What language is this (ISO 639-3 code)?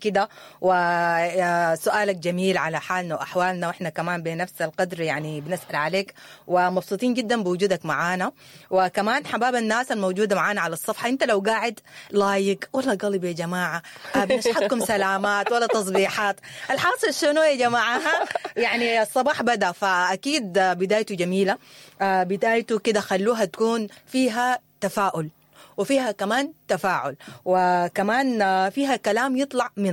apd